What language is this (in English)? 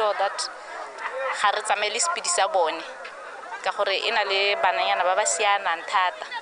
Tswana